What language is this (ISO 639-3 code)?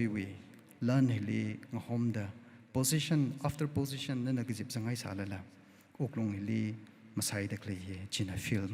nmf